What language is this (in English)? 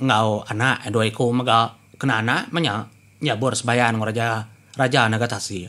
Iban